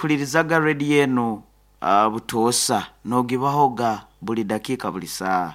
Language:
Nyoro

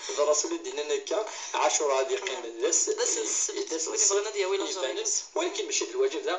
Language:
Kabyle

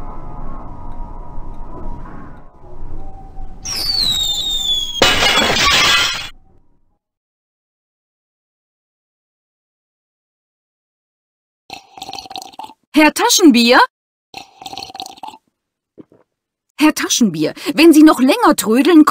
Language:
German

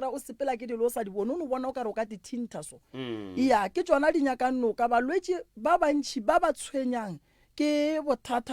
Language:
Northern Sotho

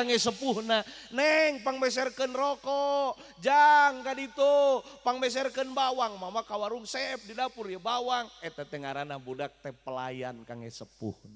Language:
Sundanese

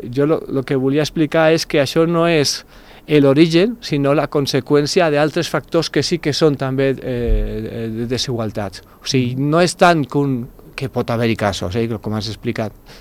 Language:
Catalan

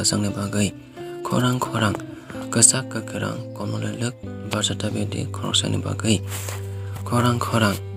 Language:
Kok Borok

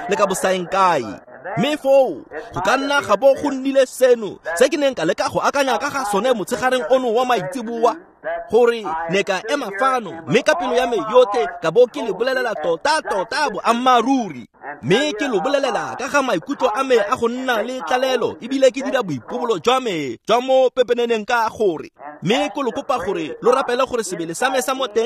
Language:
Tswana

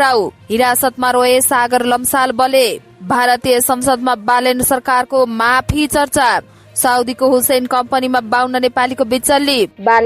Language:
Nepali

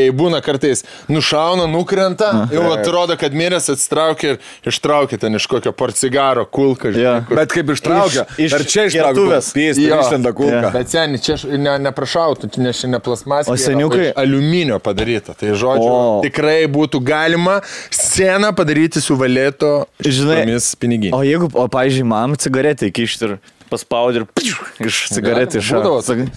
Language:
Lithuanian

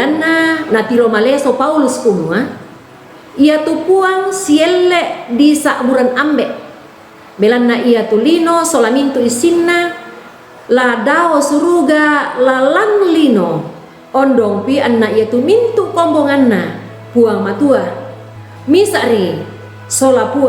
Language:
Toraja-Sa'dan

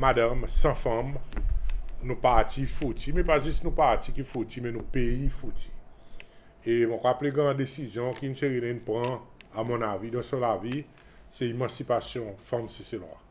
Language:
Seselwa Creole French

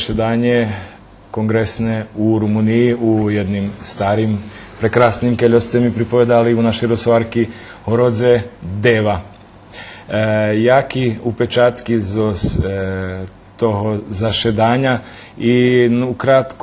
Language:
Rusyn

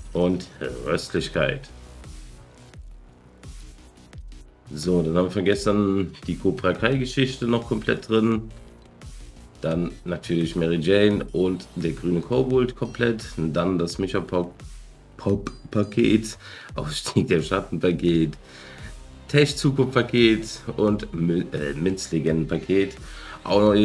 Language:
German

